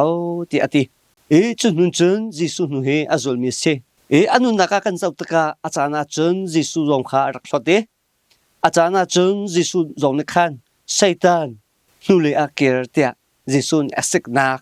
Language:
Hakha Chin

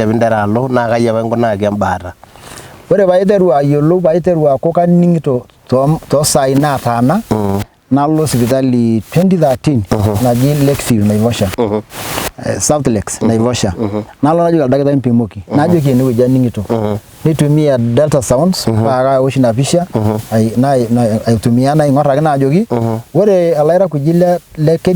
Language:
Masai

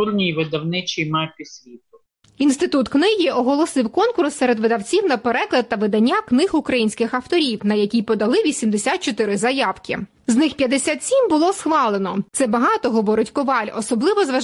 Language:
Ukrainian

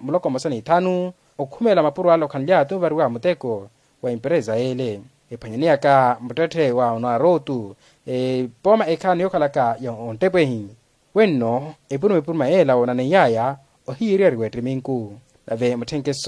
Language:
Makhuwa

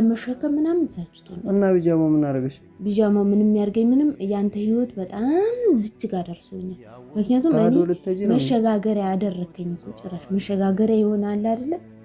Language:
Amharic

